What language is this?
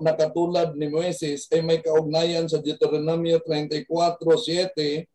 Filipino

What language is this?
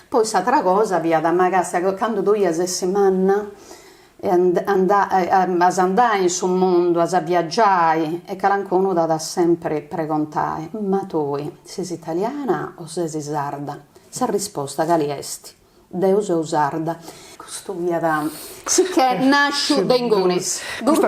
Sardinian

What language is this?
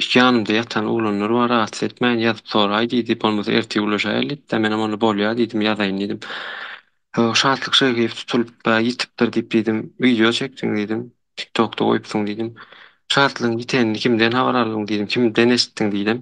Turkmen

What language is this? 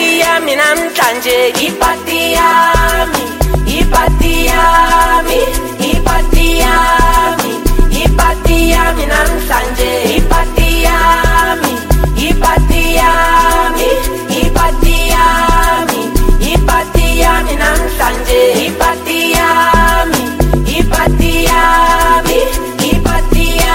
Zulu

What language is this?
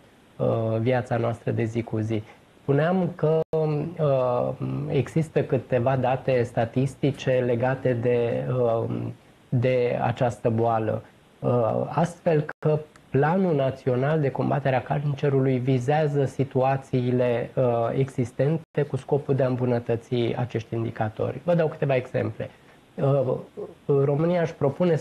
Romanian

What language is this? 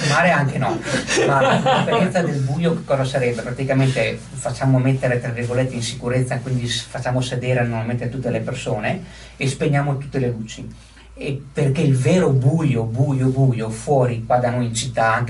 Italian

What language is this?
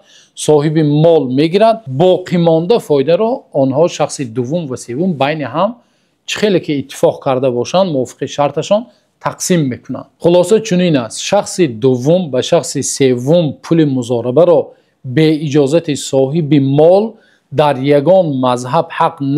Tajik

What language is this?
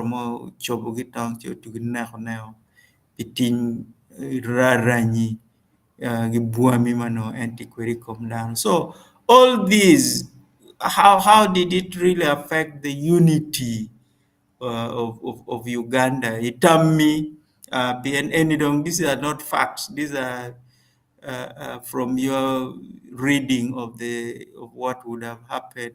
Acoli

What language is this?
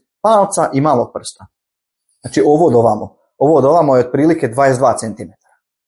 Croatian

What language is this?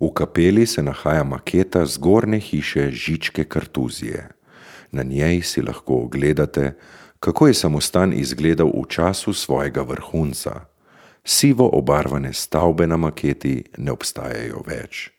Slovenian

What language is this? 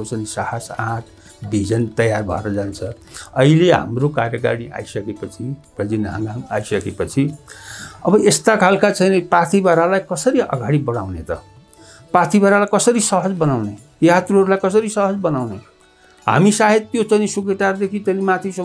Nepali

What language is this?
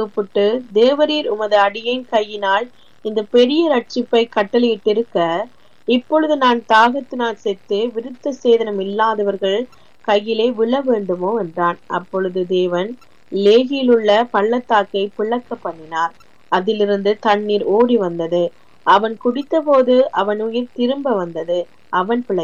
Tamil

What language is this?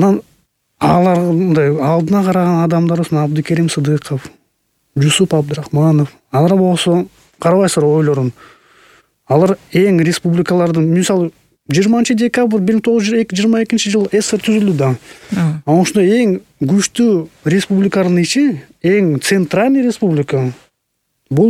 Kyrgyz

